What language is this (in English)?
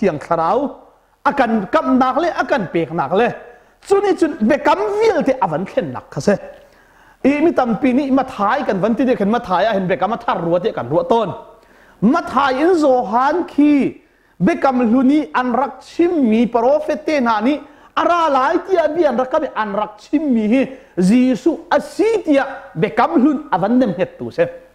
Hakha Chin